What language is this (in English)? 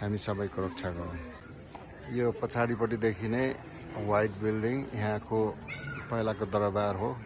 Nepali